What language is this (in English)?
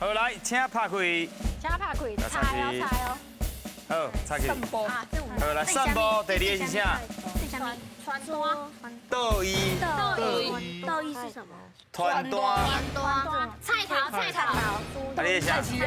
Min Nan Chinese